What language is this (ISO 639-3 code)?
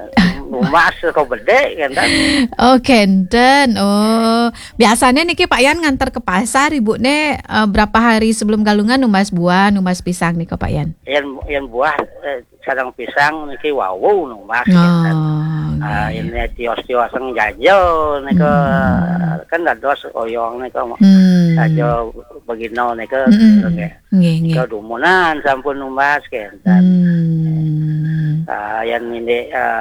ban